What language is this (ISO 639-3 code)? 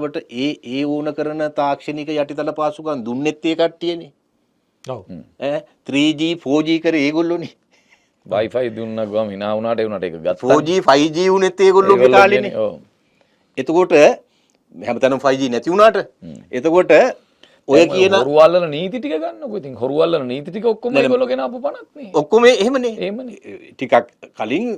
sin